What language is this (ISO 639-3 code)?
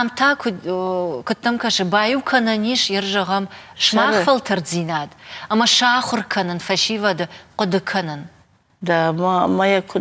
oss